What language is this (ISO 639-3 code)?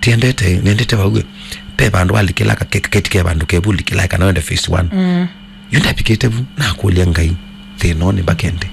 kam